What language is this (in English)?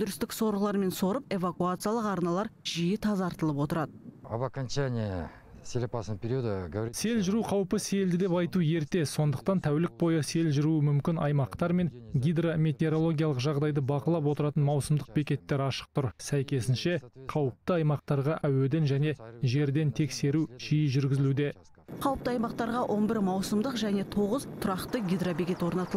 Kazakh